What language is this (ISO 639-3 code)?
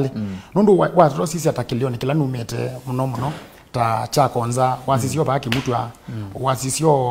kam